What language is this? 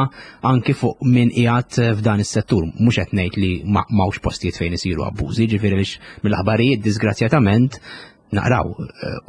Maltese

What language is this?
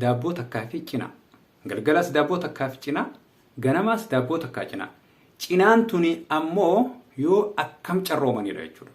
Oromo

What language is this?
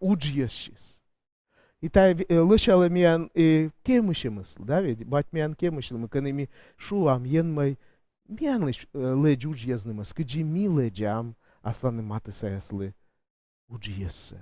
Komi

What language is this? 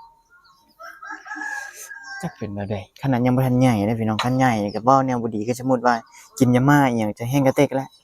Lao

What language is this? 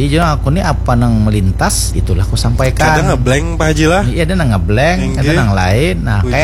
Banjar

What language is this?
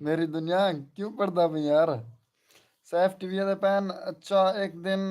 Saraiki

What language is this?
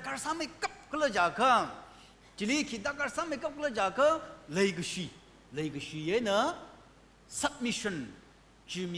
Tangkhul Naga (India)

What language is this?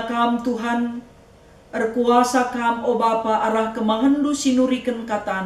Batak Karo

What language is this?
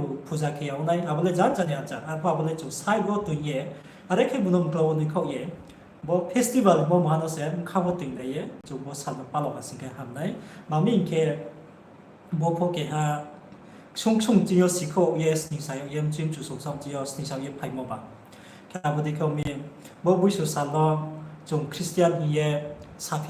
Riang (India)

